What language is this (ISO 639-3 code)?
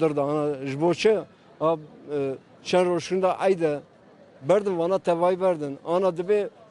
kur